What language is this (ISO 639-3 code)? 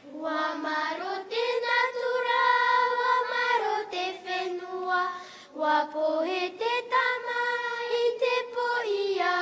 tah